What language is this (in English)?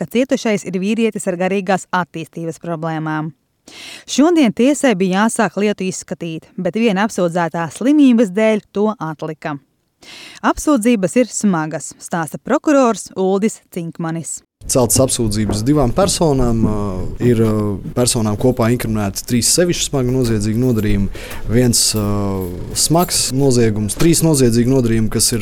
Latvian